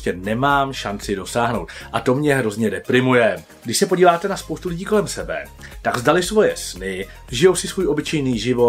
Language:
Czech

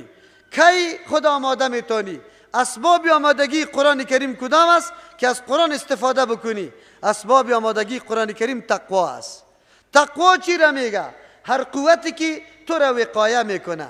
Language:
Persian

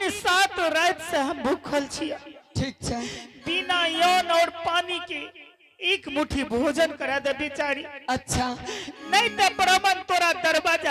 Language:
Angika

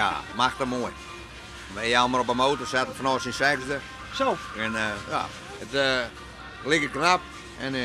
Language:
Western Frisian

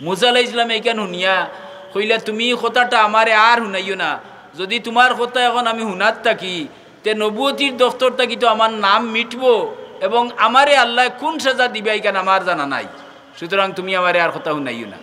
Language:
Sylheti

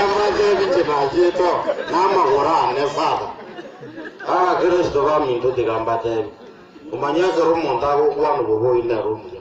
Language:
Gusii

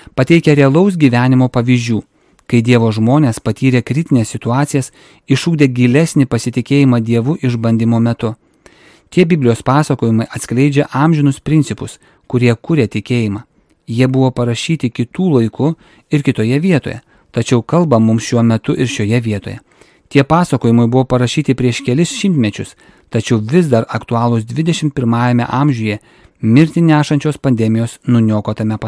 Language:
Lithuanian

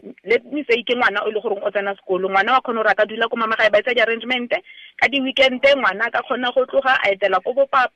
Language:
Tswana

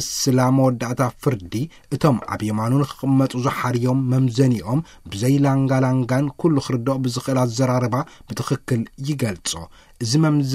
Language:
Tigrinya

